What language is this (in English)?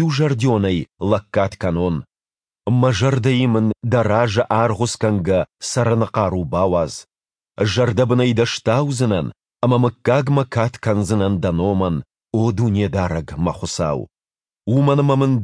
Ossetic